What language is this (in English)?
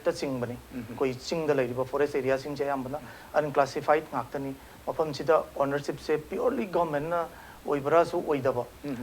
Manipuri